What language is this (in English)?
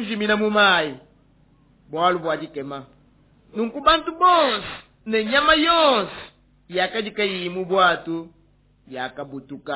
Luba-Lulua